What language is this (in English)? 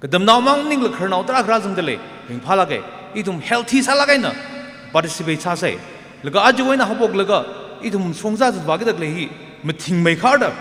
Tangkhul Naga (India)